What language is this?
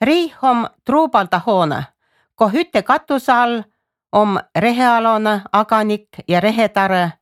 Estonian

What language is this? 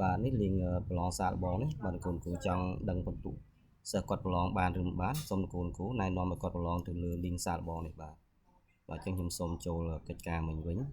Khmer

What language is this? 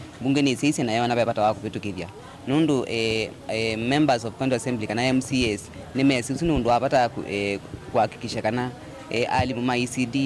Kamba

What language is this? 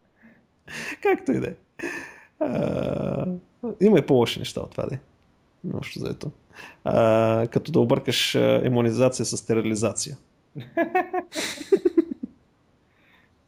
Bulgarian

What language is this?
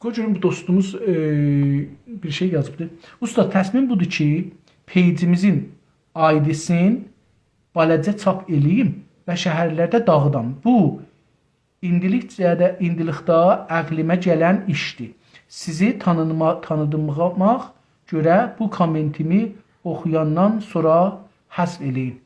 South Azerbaijani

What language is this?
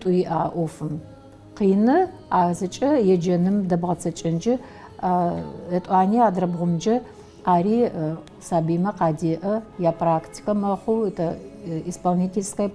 Adyghe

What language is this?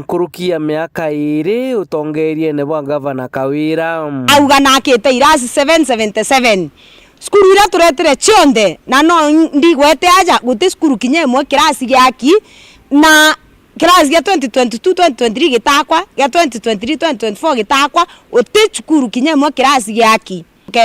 Meru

